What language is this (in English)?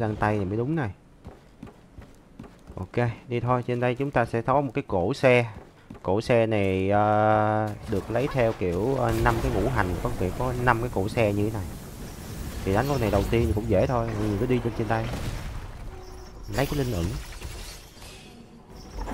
Vietnamese